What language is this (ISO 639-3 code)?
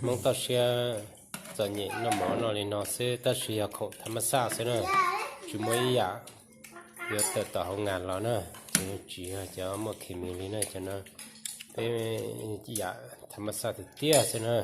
hmn